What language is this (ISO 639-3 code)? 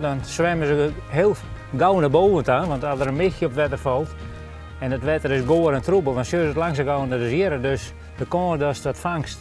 fry